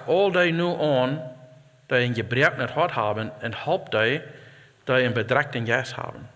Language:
Plautdietsch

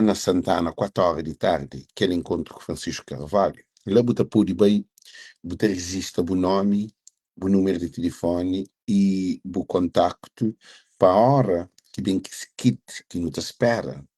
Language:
Kabuverdianu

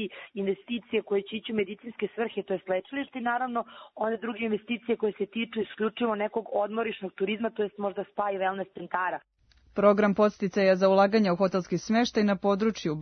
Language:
Serbian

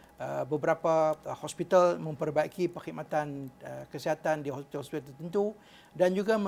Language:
Malay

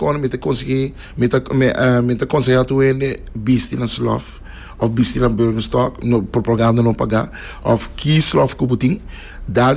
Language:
Papiamento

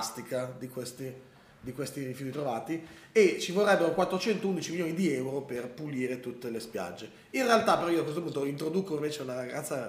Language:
Italian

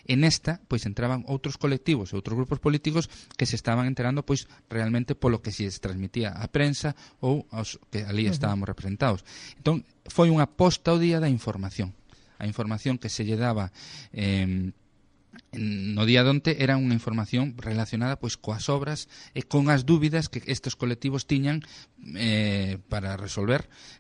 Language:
Galician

